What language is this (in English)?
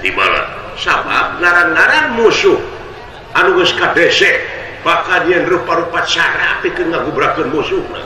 Sundanese